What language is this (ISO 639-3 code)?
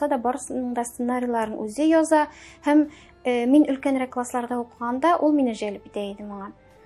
tat